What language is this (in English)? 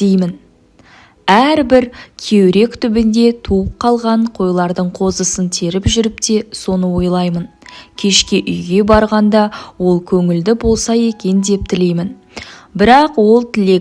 Kazakh